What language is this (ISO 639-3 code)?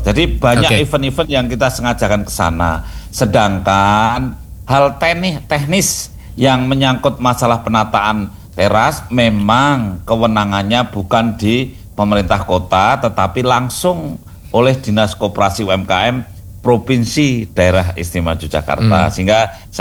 ind